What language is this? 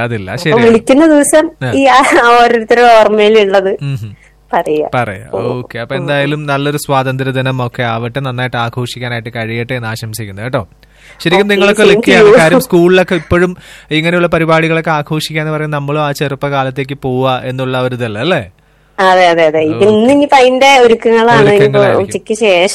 Malayalam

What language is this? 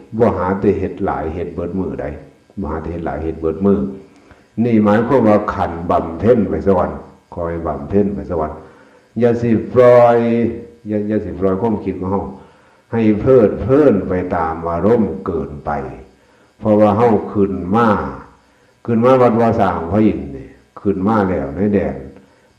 Northeastern Thai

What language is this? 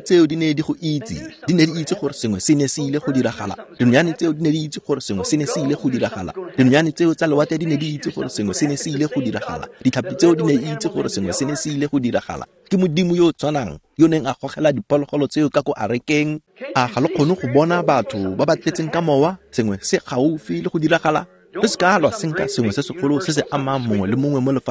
Tswana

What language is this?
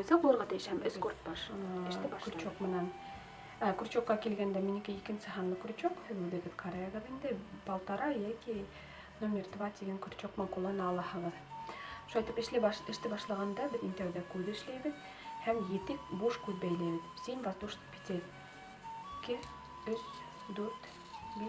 Bashkir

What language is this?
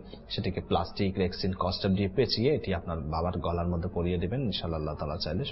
Bangla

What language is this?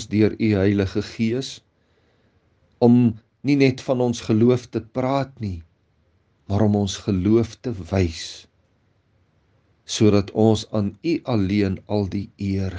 Afrikaans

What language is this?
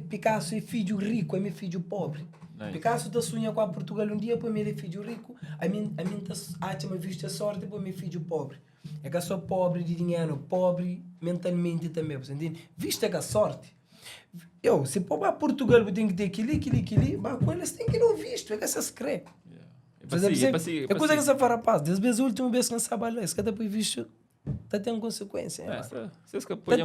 Kabuverdianu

